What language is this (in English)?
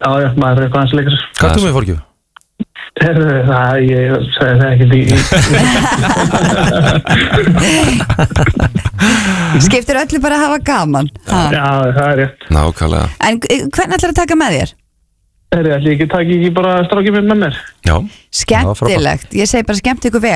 Icelandic